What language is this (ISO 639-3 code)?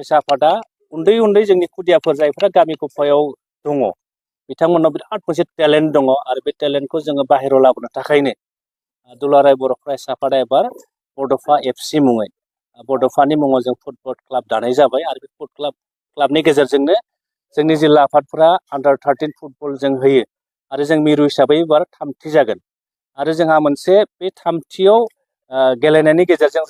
brx